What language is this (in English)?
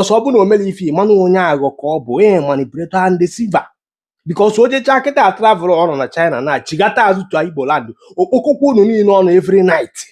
Igbo